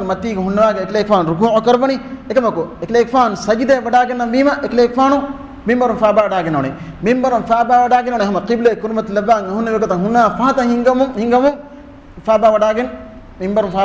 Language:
Divehi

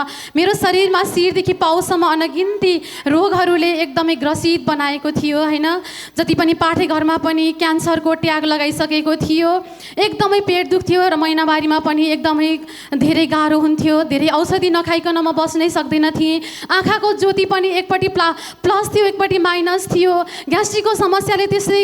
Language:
Nepali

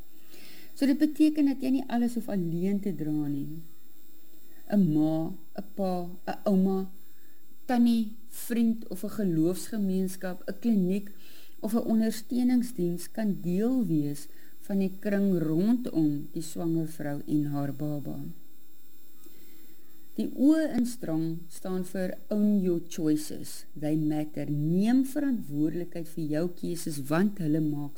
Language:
Afrikaans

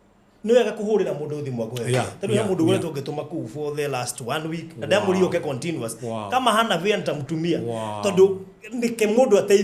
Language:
Kikuyu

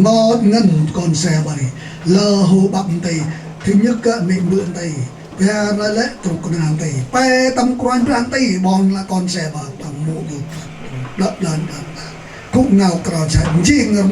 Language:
Central Mnong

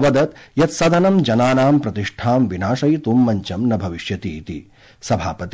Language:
Sanskrit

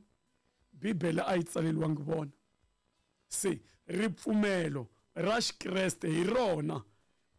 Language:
Tsonga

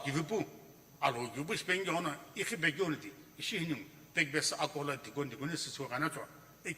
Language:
Sumi Naga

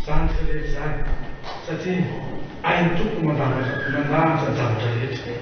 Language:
Malagasy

